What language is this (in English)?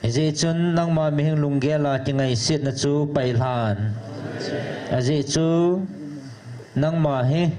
Thado Chin